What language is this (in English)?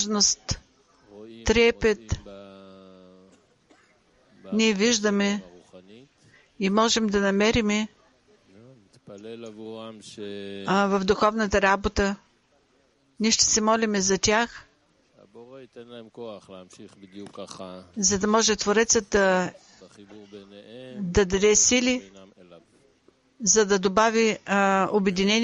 Bulgarian